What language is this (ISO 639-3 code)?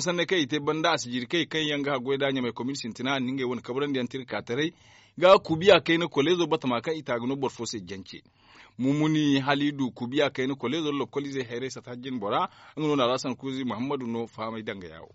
dje